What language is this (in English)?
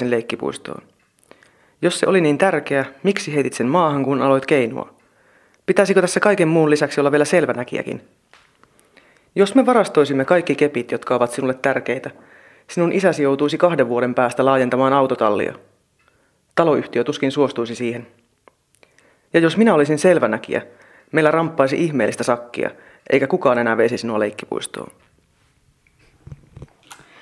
Finnish